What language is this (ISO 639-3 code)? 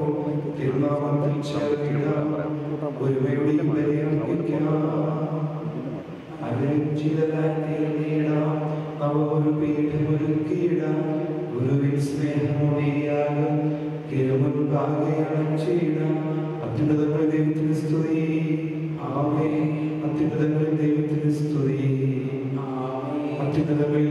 mal